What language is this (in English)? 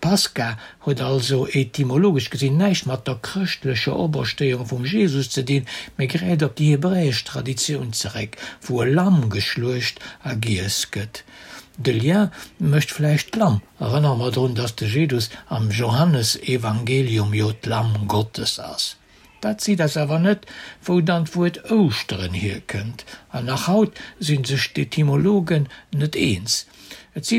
Luxembourgish